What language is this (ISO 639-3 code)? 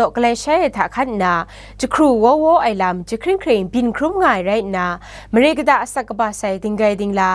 kac